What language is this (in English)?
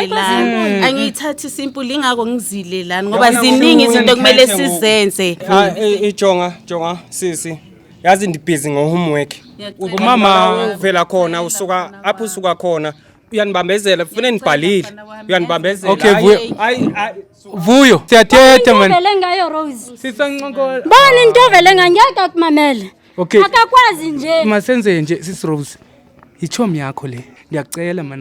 Zulu